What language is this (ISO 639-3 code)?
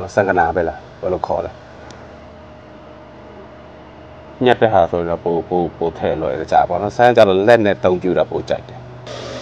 mya